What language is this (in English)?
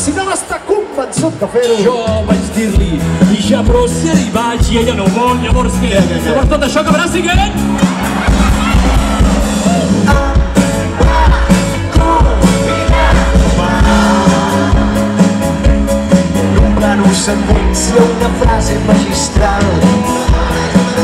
Catalan